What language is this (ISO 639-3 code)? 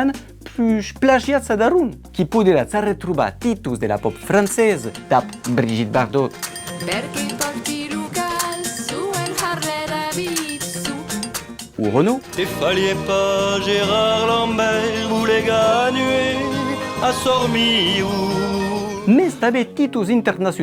oci